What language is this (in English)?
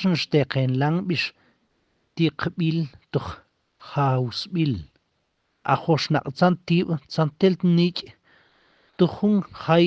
Tektiteko